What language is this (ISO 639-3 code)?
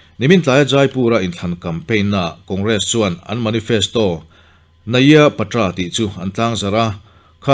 lus